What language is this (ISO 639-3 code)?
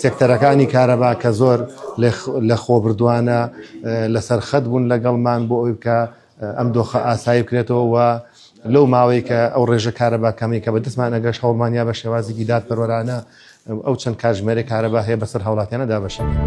ckb